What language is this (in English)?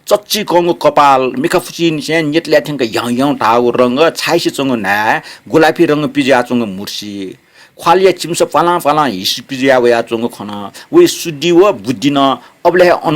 Newari